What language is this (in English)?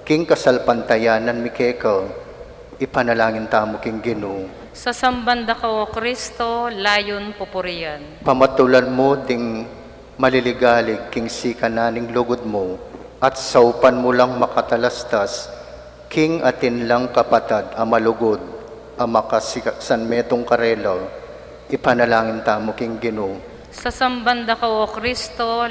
Pampanga